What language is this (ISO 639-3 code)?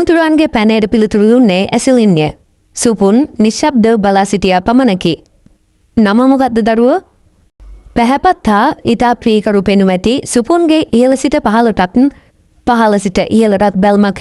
sin